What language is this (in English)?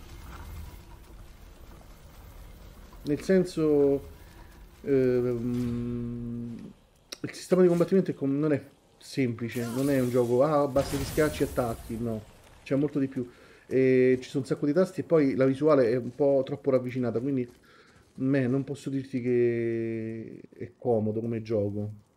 Italian